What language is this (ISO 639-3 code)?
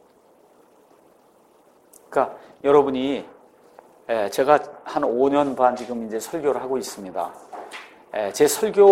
kor